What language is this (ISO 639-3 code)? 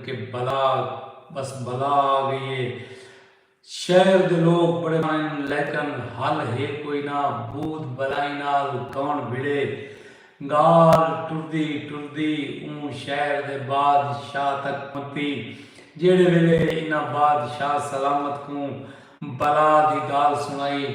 skr